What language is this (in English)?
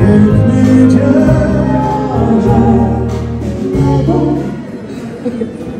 Polish